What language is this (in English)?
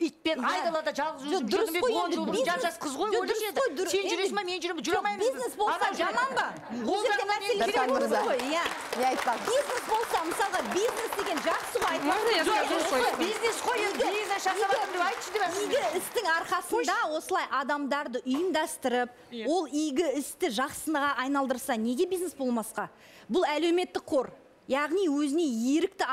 Kazakh